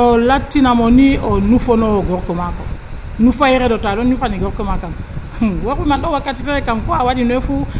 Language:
Nigerian Fulfulde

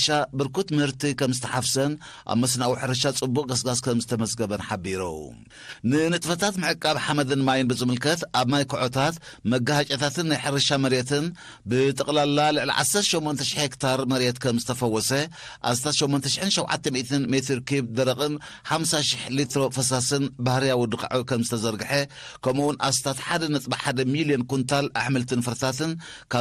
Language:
Tigrinya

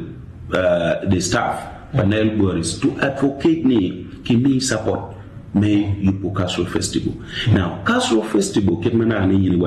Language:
Acoli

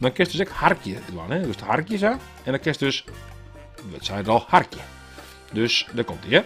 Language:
Western Frisian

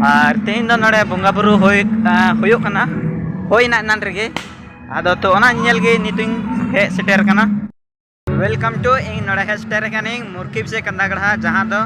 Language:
Santali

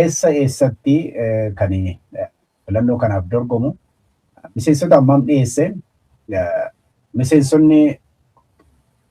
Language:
Oromo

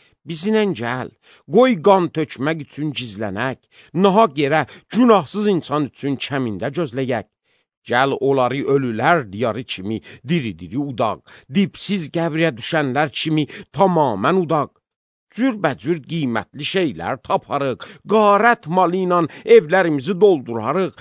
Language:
Azerbaijani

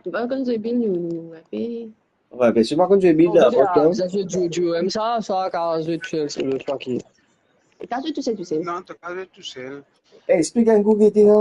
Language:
Morisyen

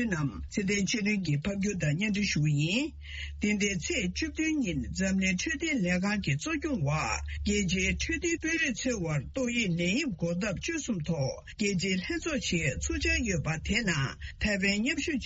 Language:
Tibetan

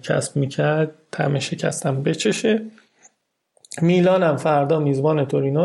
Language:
Persian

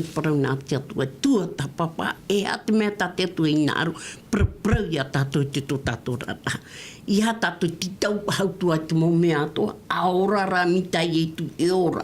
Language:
Tahitian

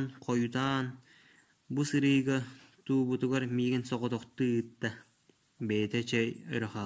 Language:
Yakut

